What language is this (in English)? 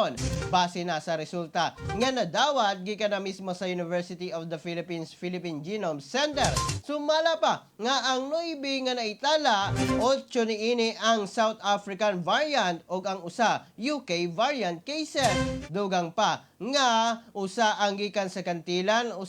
Cebuano